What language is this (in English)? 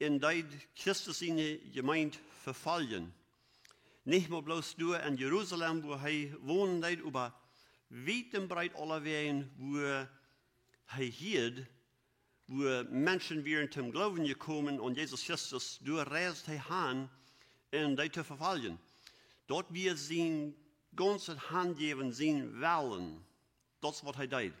Plautdietsch